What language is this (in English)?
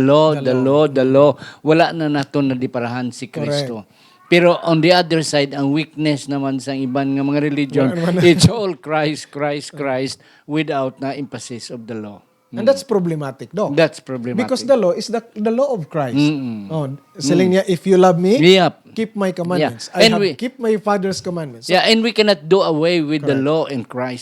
Hiligaynon